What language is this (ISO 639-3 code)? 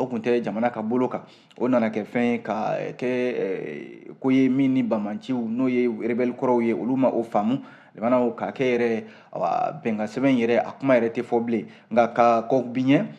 bam